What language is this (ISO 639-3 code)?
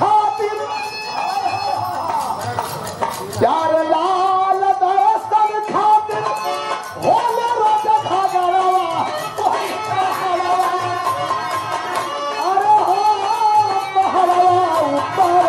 bho